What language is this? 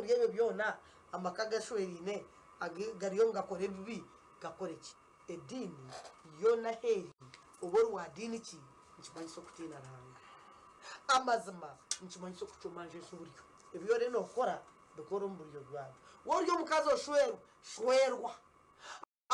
Nyankole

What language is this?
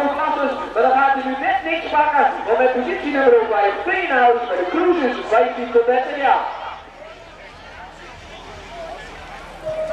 Dutch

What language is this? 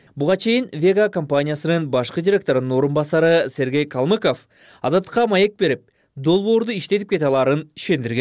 Kyrgyz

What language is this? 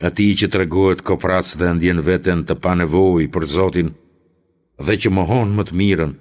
Albanian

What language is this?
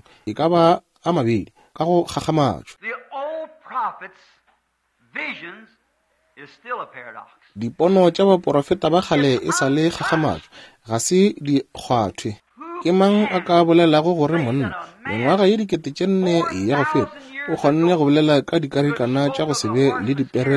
Northern Sotho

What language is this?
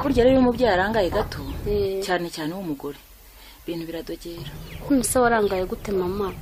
Kinyarwanda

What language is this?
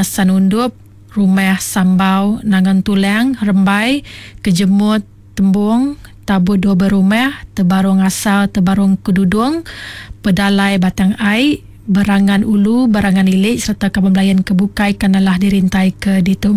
Iban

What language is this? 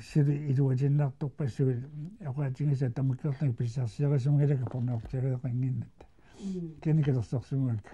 Kalaallisut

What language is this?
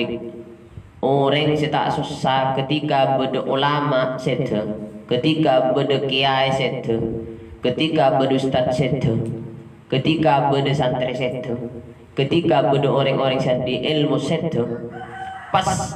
Madurese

